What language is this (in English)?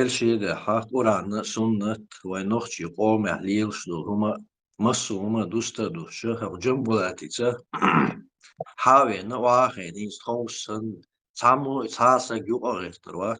Chechen